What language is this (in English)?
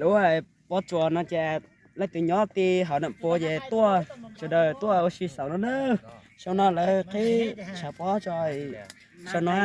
Hmong